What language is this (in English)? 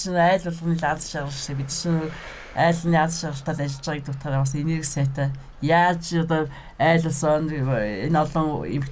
Mongolian